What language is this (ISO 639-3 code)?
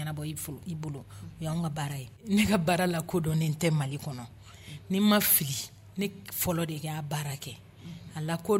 dyu